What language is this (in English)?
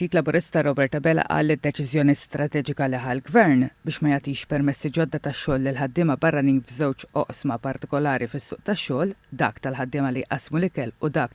Maltese